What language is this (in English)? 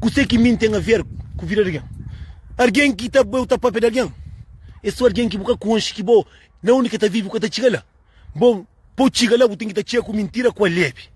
Kabuverdianu